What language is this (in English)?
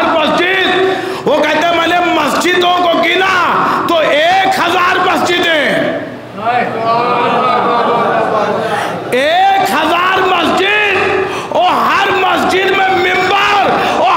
Urdu